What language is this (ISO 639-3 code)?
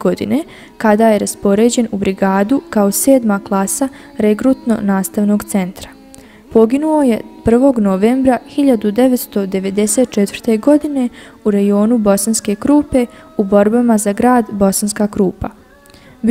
bos